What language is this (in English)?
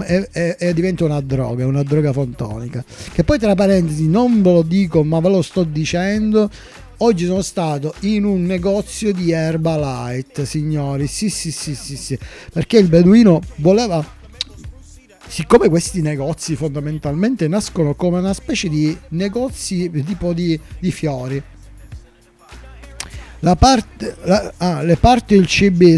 Italian